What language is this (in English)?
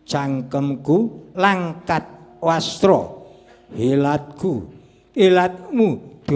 Javanese